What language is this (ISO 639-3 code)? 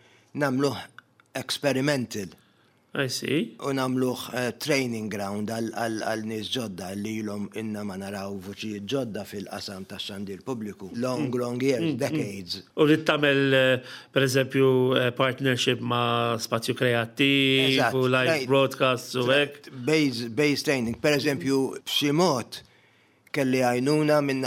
mlt